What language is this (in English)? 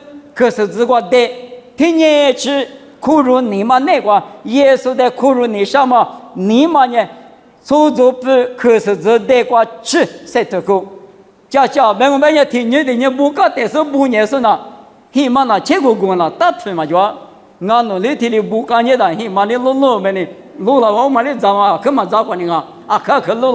Lisu